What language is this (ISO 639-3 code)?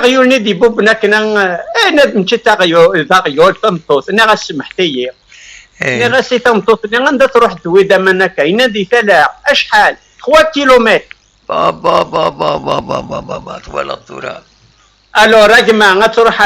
kab